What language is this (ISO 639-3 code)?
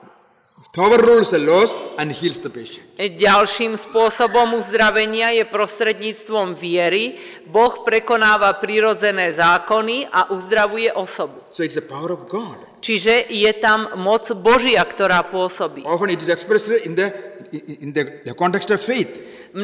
slk